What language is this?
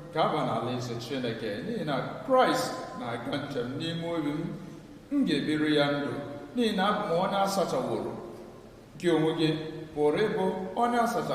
Igbo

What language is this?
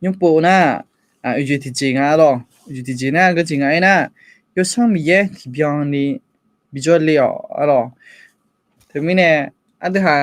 Akha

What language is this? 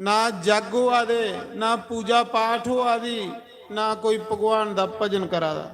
Dogri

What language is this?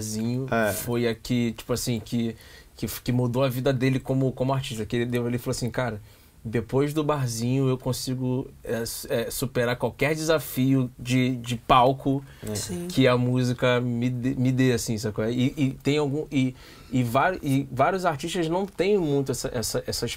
Portuguese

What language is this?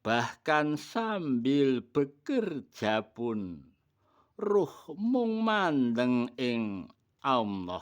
Javanese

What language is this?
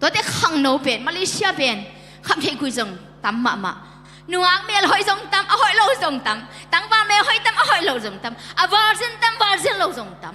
Tedim Chin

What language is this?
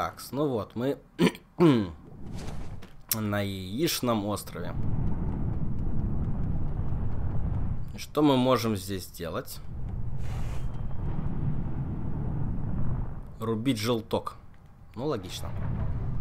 Russian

